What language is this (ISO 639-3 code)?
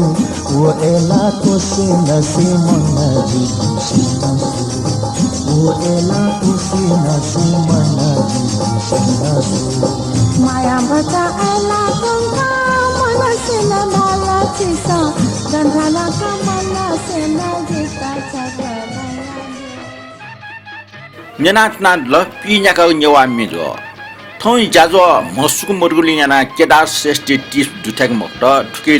new